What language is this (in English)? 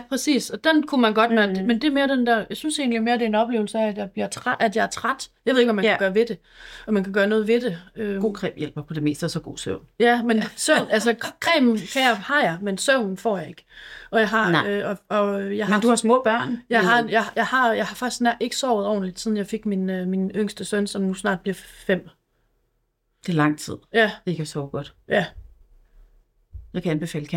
Danish